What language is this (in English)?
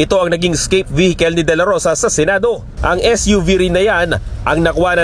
Filipino